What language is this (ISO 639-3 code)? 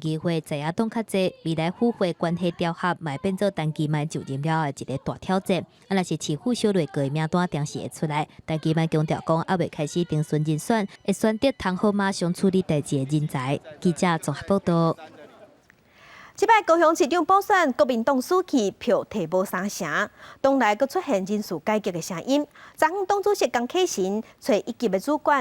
nan